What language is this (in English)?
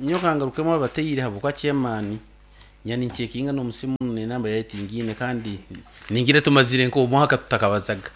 Nyankole